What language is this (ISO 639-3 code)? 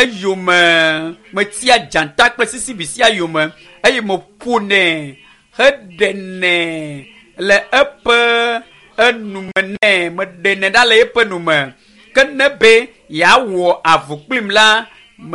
ewe